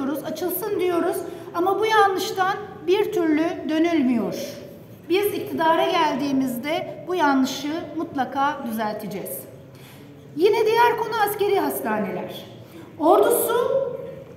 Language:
Turkish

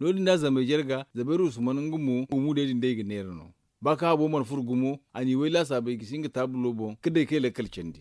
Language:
Zarma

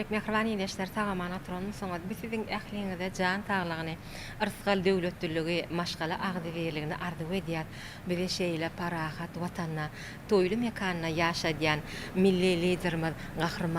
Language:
Turkmen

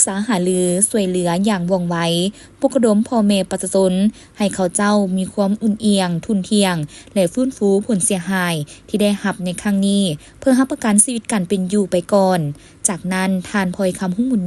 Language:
Lao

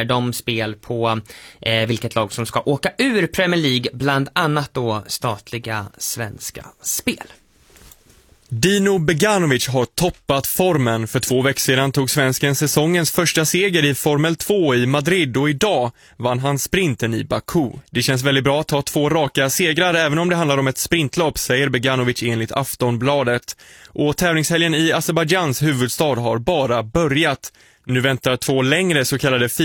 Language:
Swedish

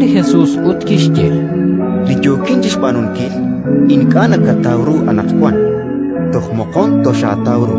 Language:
Kekchí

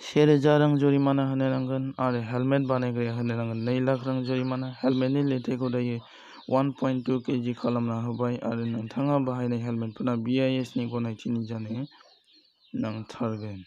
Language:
Bodo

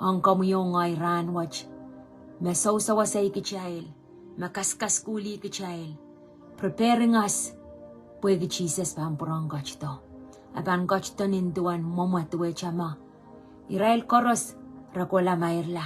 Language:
Pohnpeian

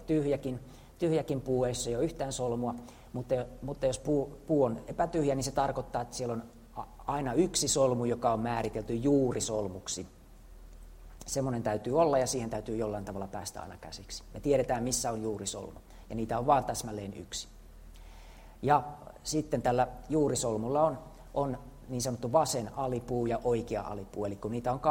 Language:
Finnish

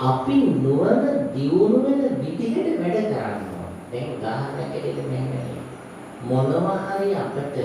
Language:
Sinhala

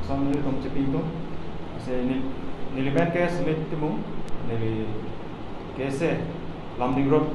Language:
Karbi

